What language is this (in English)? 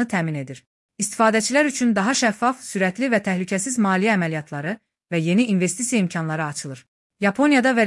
Azerbaijani